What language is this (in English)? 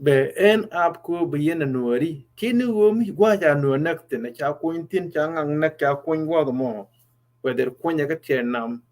Nuer